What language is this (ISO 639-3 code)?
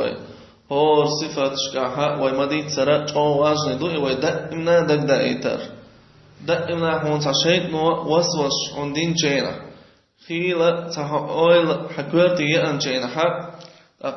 che